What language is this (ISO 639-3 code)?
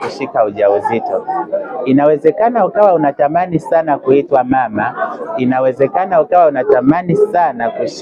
swa